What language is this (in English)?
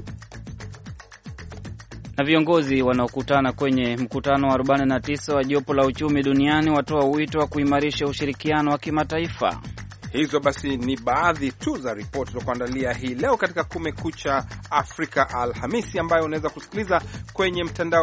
Swahili